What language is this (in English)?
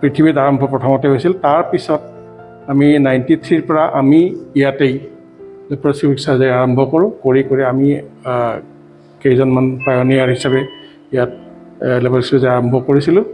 Assamese